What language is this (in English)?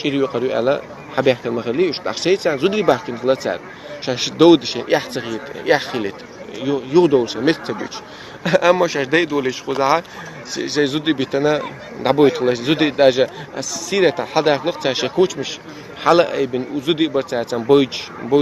Chechen